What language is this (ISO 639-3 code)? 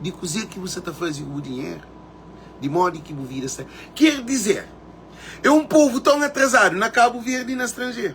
kea